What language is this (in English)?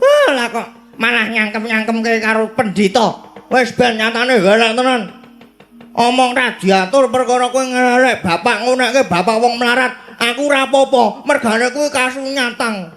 Javanese